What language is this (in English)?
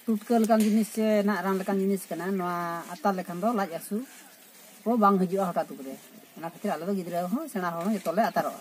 Santali